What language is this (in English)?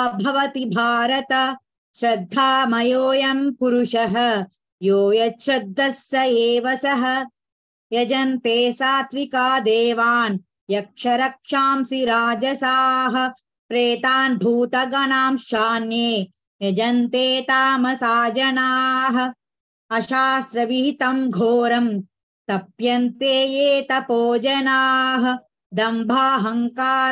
Sanskrit